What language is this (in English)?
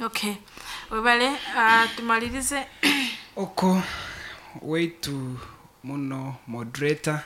Nyoro